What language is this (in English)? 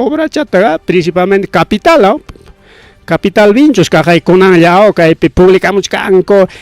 Ayacucho Quechua